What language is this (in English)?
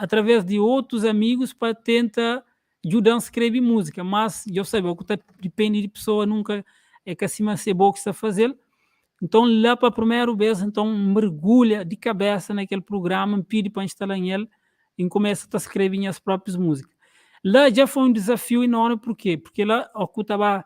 Kabuverdianu